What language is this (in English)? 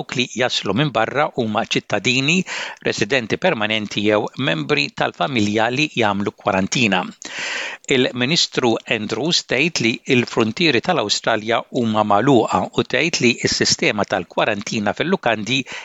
Maltese